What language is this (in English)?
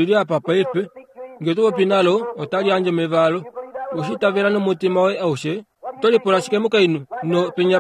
Kuanyama